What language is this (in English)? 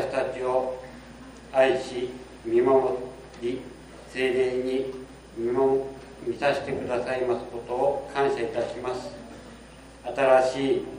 Japanese